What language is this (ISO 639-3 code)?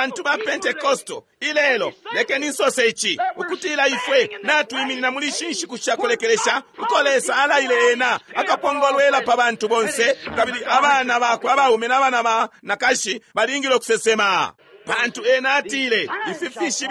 bem